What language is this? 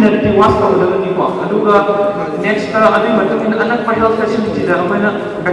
Manipuri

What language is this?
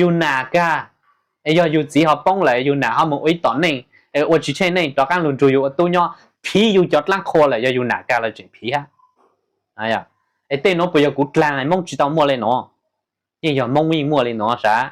Hmong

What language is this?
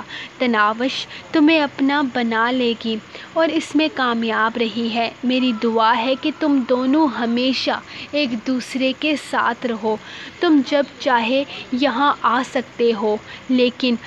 Urdu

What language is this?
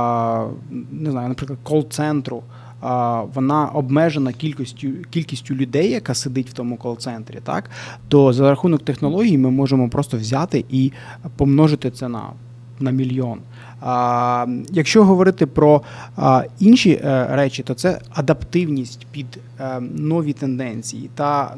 Ukrainian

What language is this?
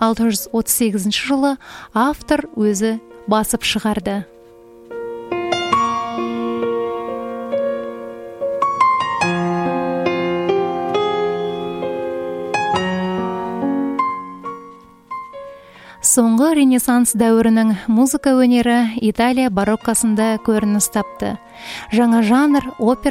Kazakh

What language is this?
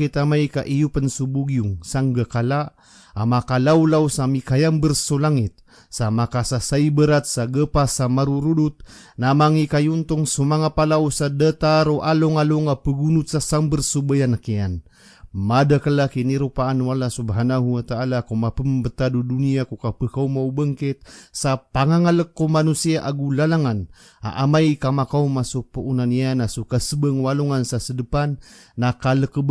Maranao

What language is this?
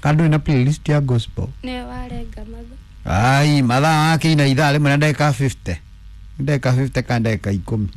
Kikuyu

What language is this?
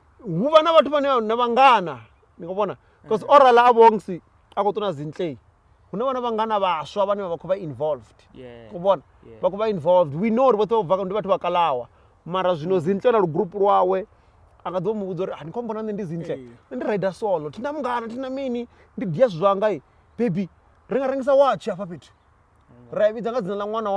Venda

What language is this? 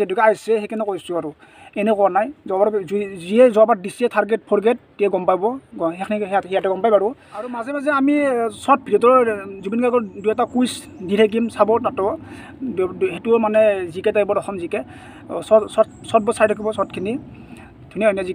Assamese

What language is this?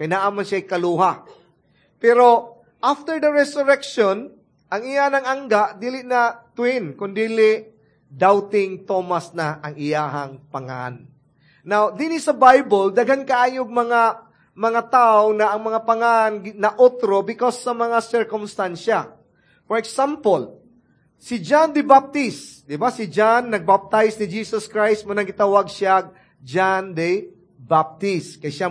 Cebuano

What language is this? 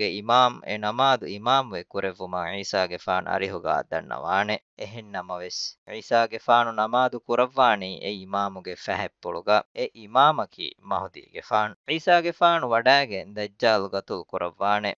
Divehi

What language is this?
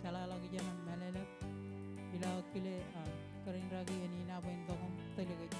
Marshallese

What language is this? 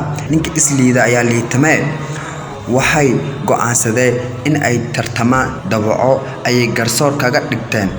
Somali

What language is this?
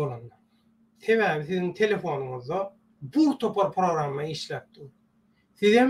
Turkmen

